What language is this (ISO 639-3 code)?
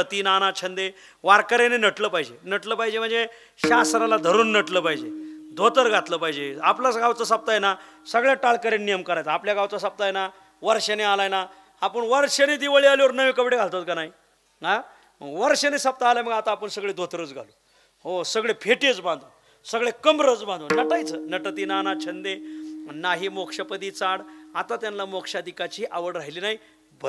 mar